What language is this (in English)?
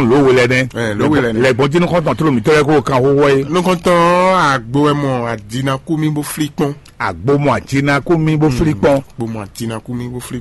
Fon